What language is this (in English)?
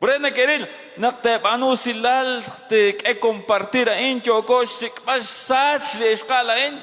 Kekchí